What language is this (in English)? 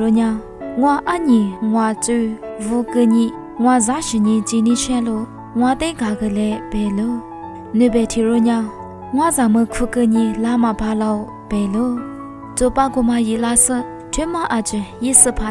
Lisu